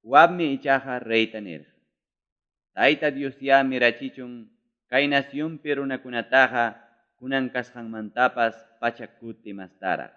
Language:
Ayacucho Quechua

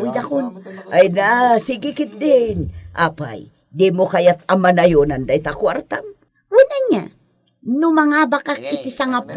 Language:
Iloko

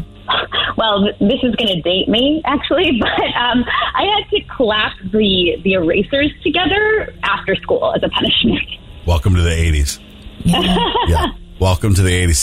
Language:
English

